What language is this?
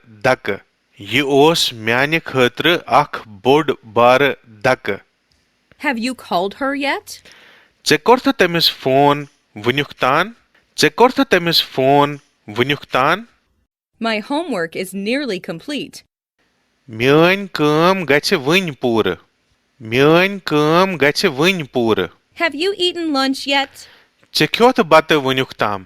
Kashmiri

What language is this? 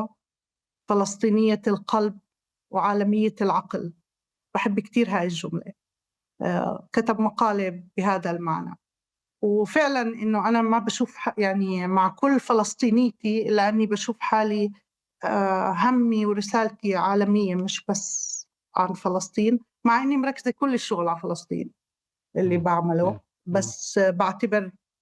North Levantine Arabic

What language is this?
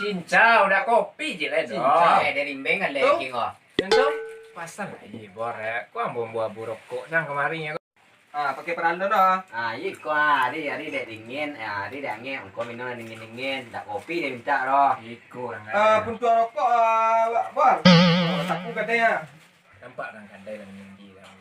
Minangkabau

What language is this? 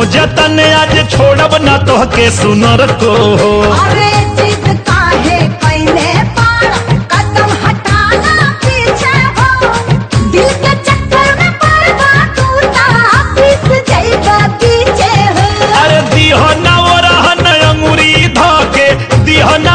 Bhojpuri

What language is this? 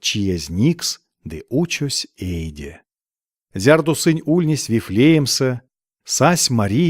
Erzya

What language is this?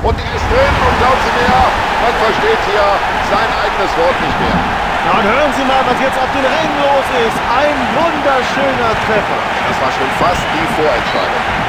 Bavarian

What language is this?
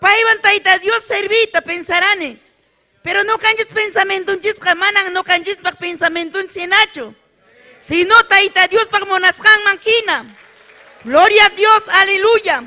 Ayacucho Quechua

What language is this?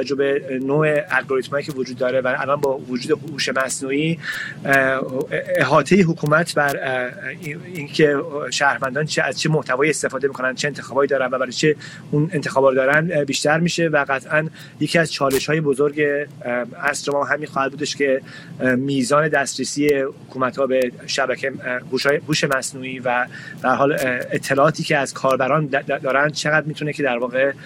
Persian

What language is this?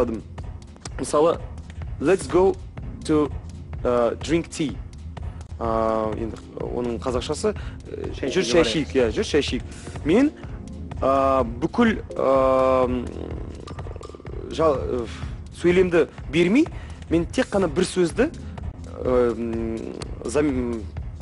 Kazakh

